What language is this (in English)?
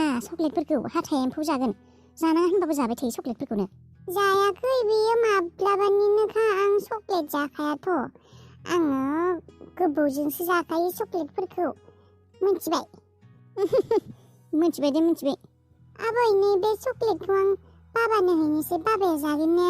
Bodo